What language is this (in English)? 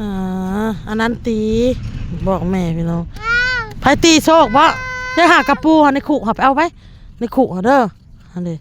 Northeastern Thai